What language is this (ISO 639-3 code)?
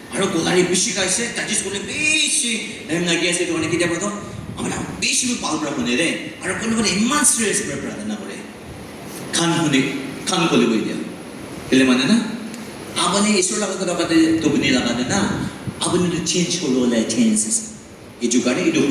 nag